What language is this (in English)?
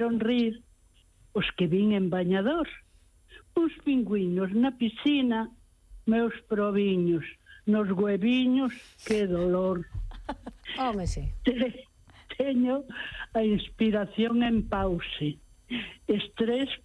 Galician